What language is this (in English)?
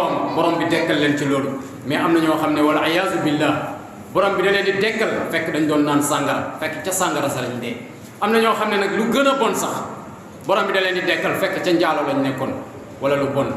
Wolof